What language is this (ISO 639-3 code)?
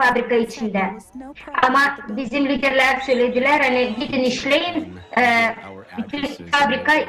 gag